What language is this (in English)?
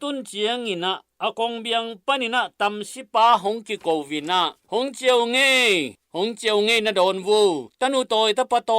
Tedim Chin